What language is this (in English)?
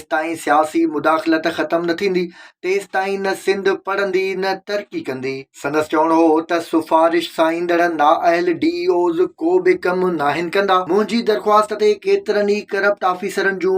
Sindhi